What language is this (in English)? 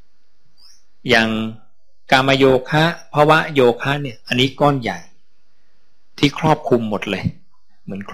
Thai